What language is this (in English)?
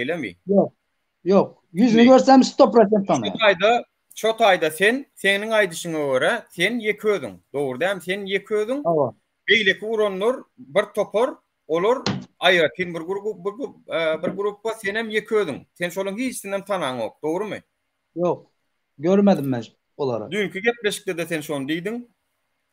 Turkmen